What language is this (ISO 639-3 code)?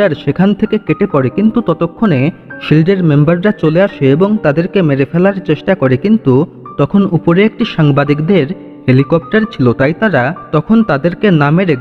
ben